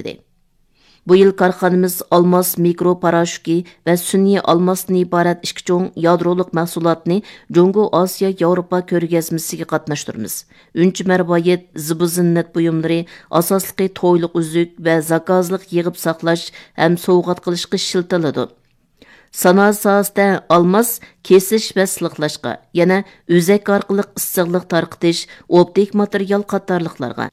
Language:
Uyghur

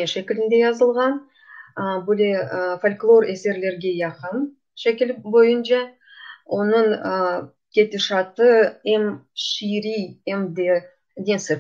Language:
Crimean Tatar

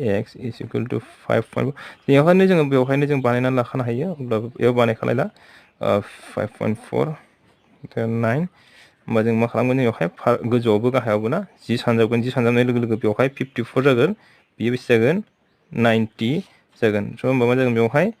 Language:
Bodo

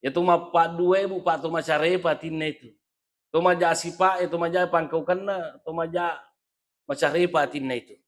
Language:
Buginese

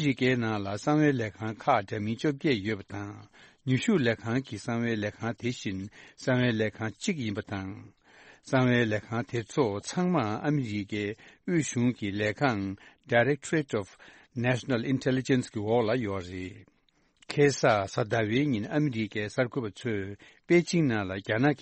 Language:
Tibetan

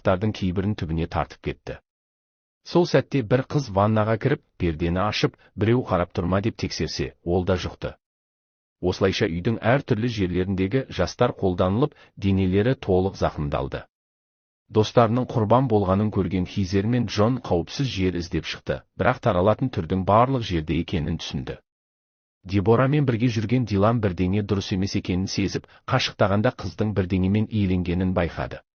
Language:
Kazakh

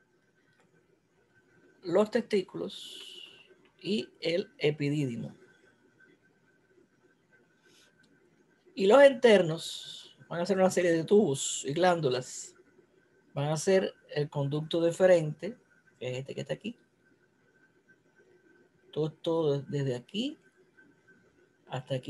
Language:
Spanish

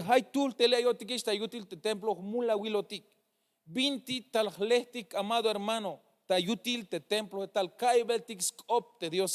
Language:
Tzeltal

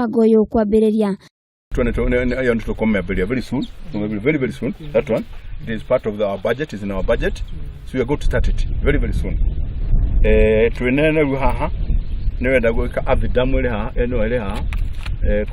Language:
Kikuyu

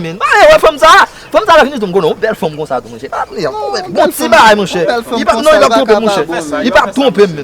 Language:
Haitian Creole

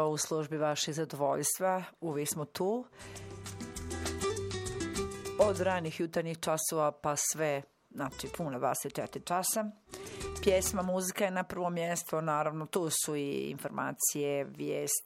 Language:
Bosnian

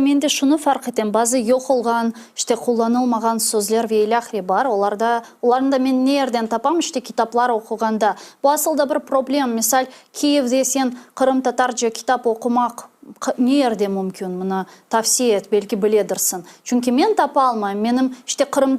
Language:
Crimean Tatar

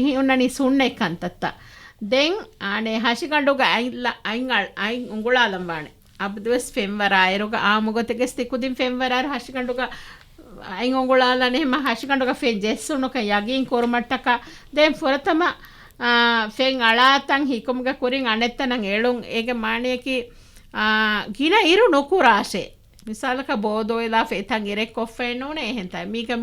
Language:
Divehi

